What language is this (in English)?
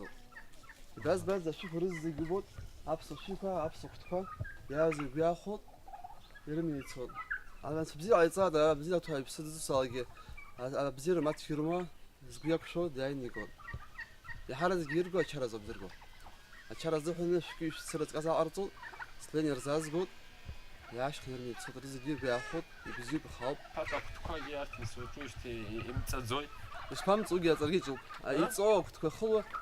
Abkhazian